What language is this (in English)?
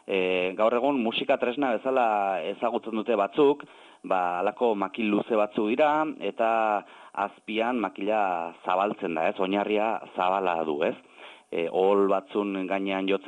Basque